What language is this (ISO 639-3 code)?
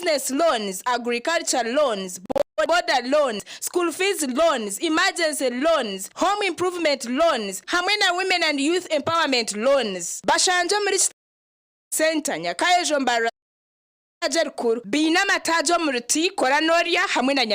nyn